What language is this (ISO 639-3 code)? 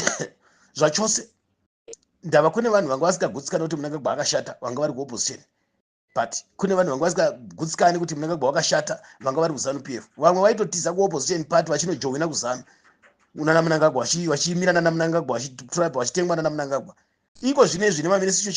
sna